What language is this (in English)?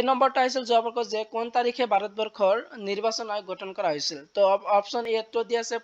Assamese